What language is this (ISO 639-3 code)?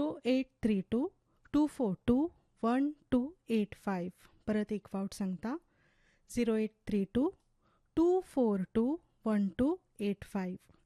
mar